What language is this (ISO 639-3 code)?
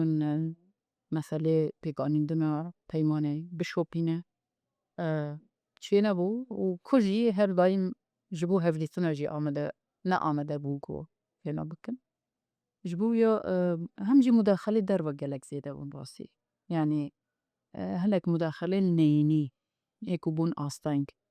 kur